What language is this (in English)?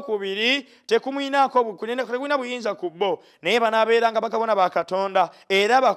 Ganda